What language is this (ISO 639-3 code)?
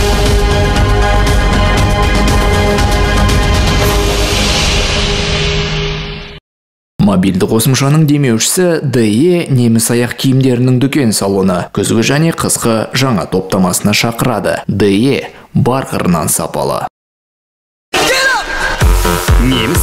kaz